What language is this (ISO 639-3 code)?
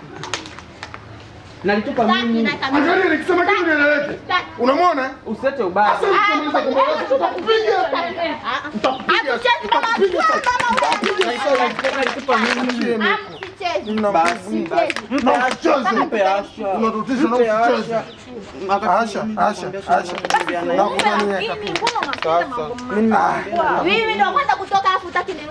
swa